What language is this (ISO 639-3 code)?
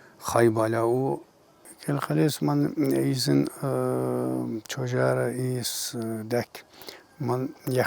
tkr